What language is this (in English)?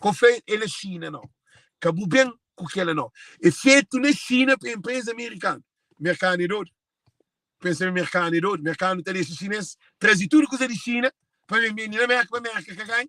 Kabuverdianu